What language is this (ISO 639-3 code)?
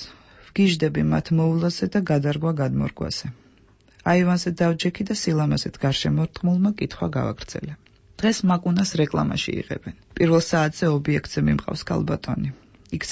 kat